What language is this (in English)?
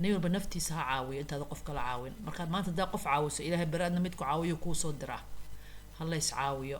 Somali